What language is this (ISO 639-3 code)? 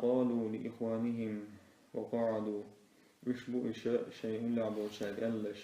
che